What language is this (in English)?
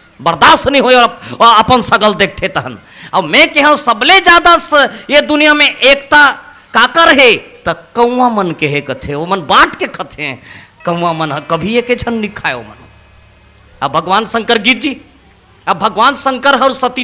Chhattisgarhi